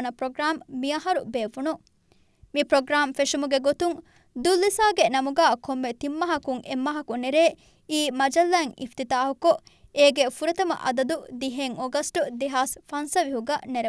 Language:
Divehi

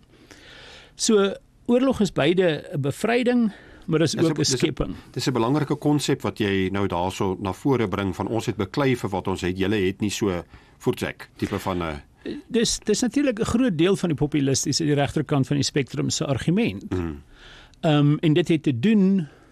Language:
Afrikaans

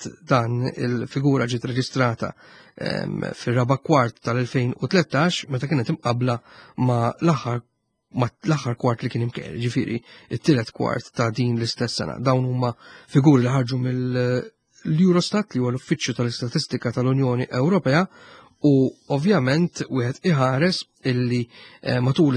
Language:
Maltese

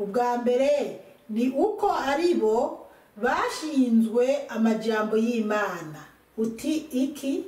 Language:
Rundi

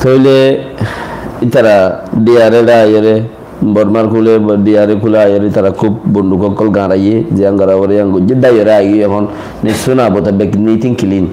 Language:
Rohingya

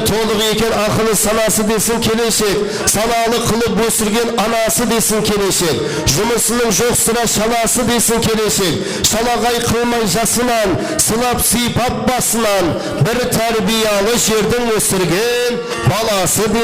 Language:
Kara-Kalpak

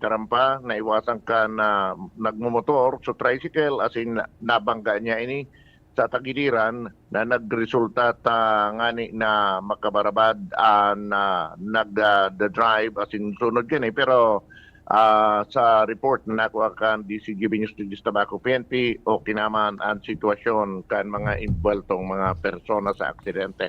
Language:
Bikol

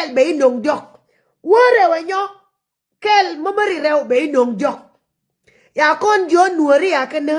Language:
Nuer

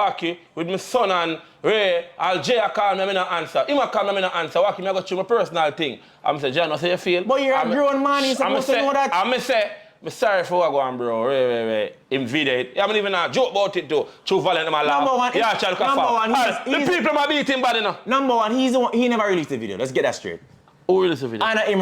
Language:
Jamaican Creole English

